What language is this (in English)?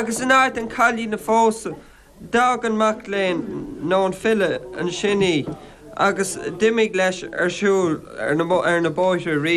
Irish